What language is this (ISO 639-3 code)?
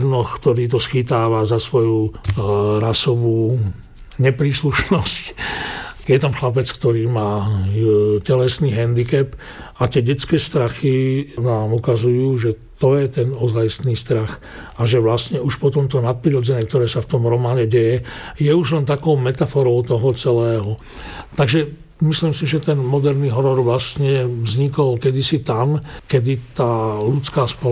slk